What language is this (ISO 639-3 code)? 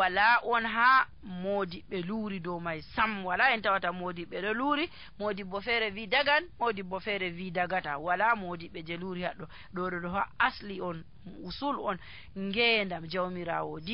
fuv